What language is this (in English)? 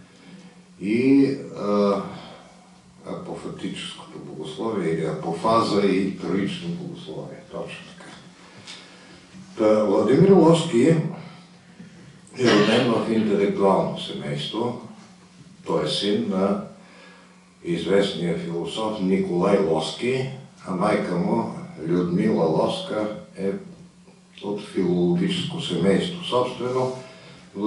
Bulgarian